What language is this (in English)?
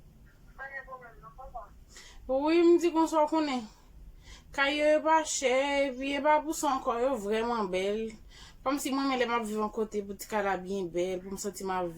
Haitian Creole